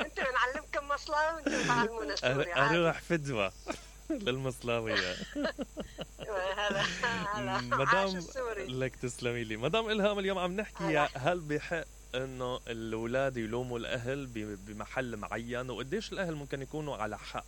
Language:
Mesopotamian Arabic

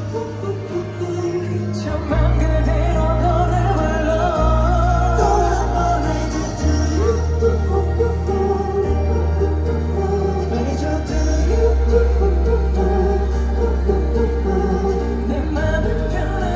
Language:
Korean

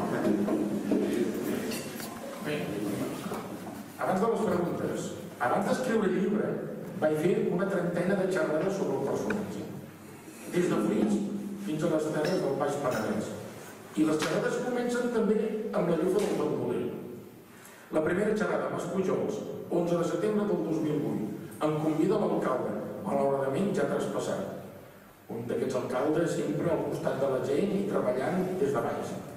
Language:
Catalan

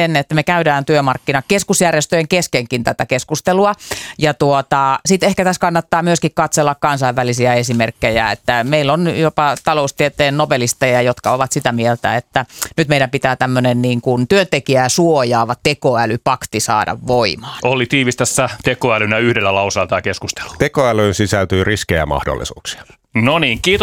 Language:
Finnish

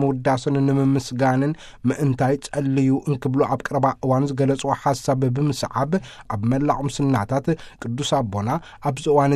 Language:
Tigrinya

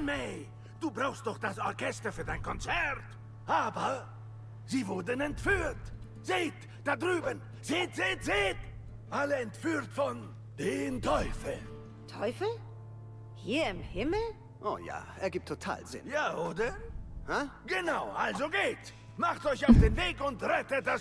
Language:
Swiss German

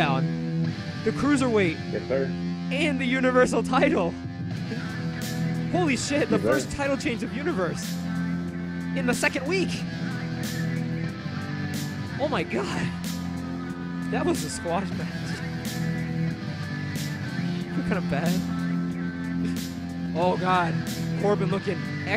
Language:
English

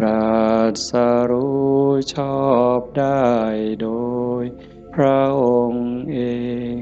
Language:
Northeastern Thai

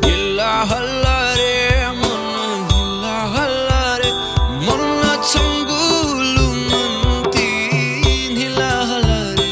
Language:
Newari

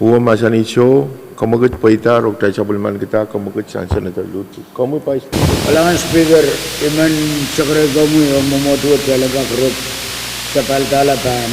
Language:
Pohnpeian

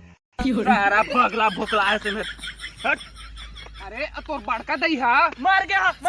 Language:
Chhattisgarhi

